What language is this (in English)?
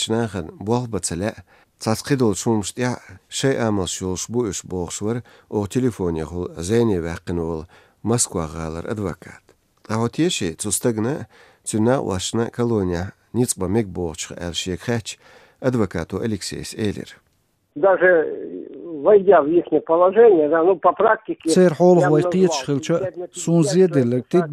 Chechen